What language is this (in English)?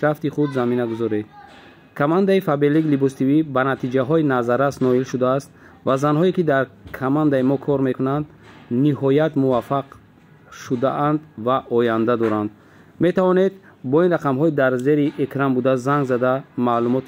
Tajik